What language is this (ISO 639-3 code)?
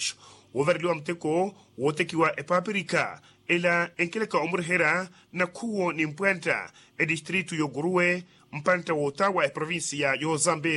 vmw